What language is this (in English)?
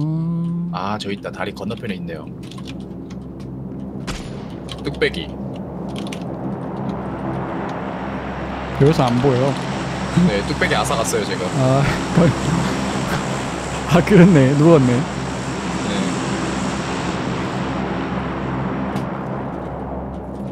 Korean